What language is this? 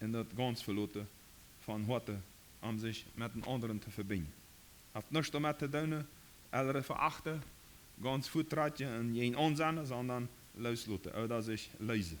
Plautdietsch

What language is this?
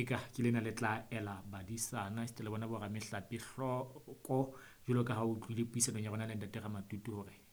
Southern Sotho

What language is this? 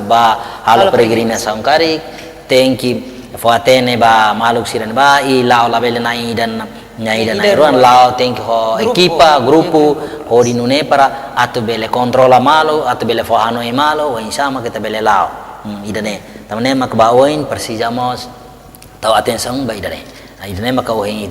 Tetum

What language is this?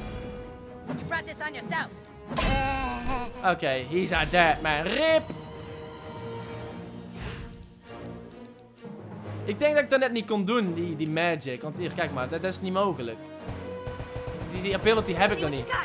Dutch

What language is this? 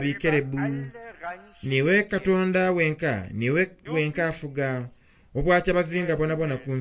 Soga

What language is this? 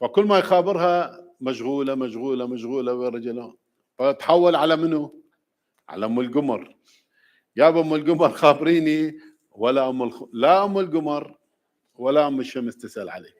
Mesopotamian Arabic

